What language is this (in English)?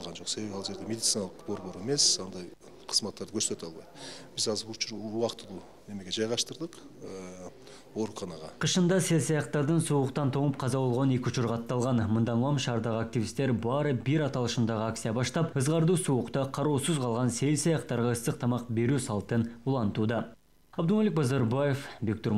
Kyrgyz